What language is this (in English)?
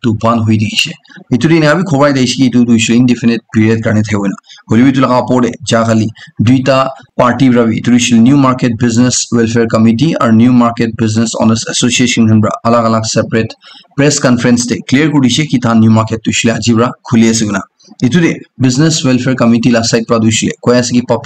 Naga Pidgin